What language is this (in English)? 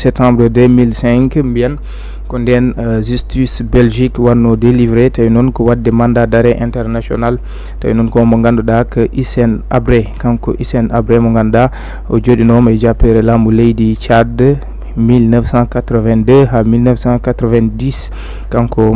Fula